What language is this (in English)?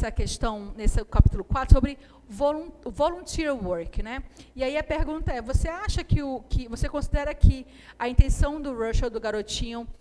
Portuguese